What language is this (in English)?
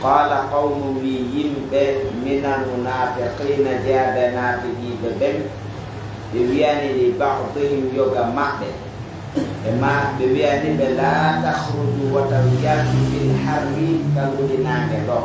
Pular